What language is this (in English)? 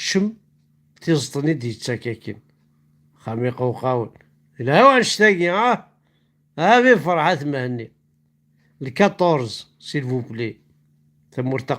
Kabyle